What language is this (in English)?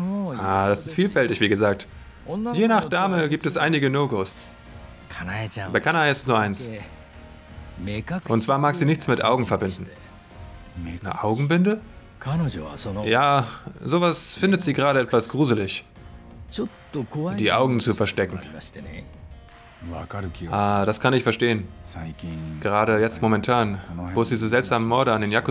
German